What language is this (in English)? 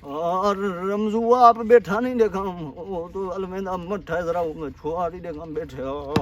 Saraiki